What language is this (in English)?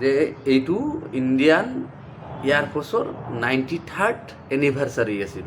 Assamese